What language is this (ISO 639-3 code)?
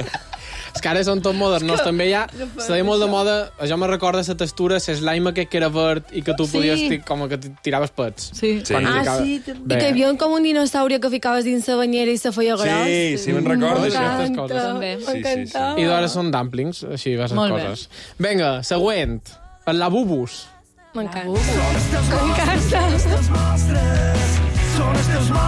cat